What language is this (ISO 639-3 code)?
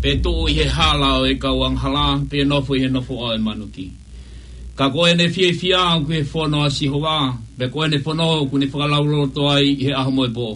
ton